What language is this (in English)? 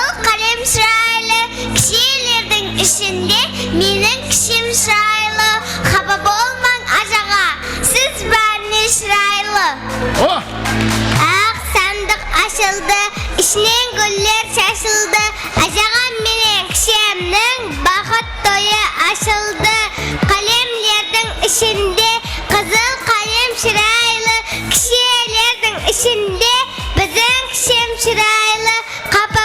Kara-Kalpak